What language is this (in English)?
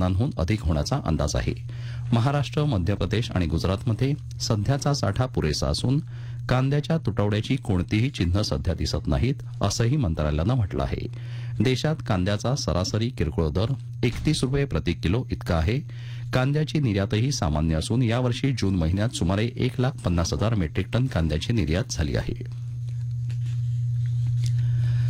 Marathi